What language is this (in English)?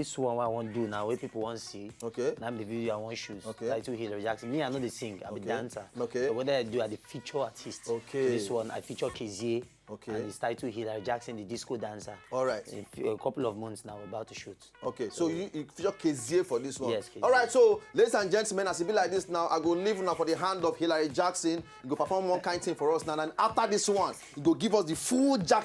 Nigerian Pidgin